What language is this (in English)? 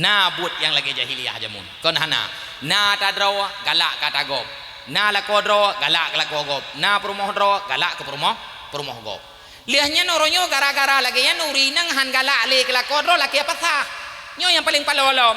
Achinese